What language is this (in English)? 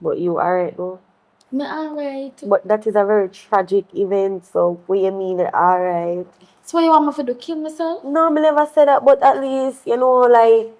Jamaican Creole English